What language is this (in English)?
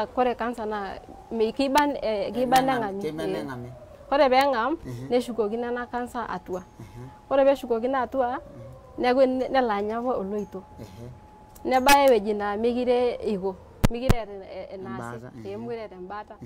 Masai